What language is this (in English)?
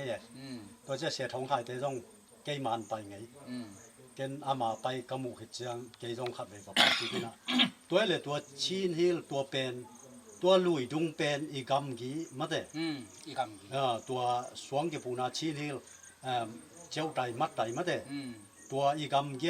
Tedim Chin